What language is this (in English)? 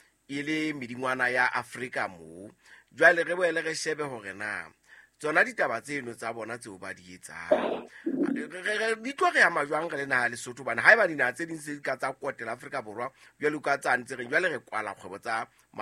Southern Sotho